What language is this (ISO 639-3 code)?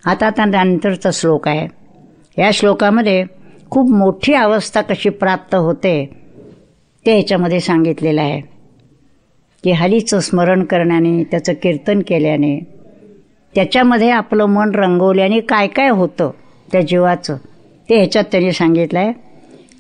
mar